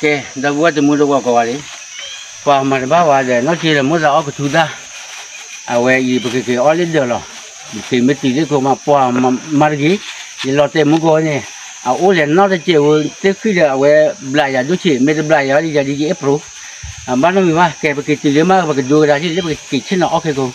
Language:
S'gaw Karen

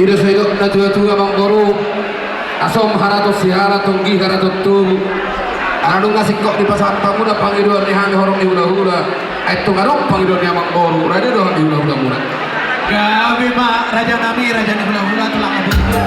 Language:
Batak Toba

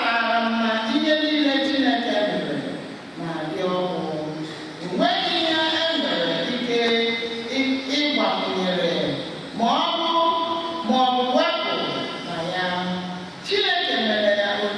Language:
Igbo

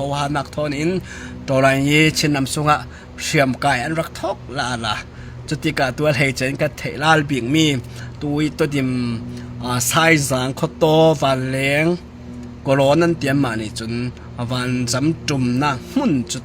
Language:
Hakha Chin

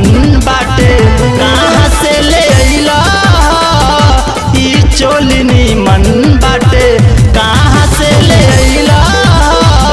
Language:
Bhojpuri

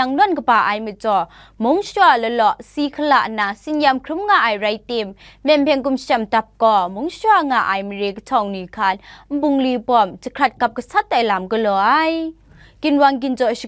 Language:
Kachin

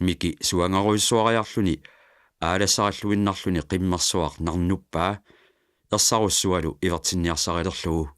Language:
Kalaallisut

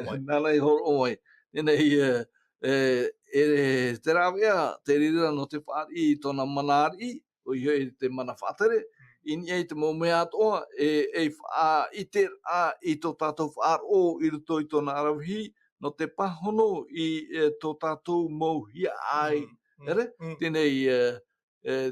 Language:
Tahitian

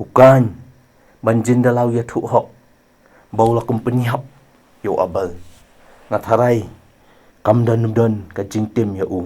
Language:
Khasi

